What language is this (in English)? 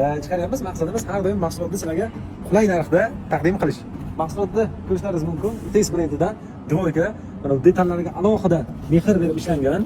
Uzbek